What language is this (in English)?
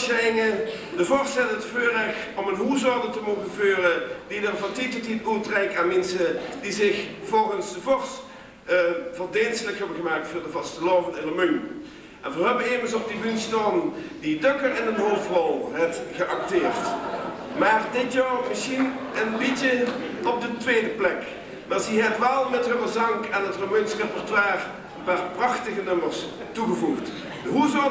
Limburgish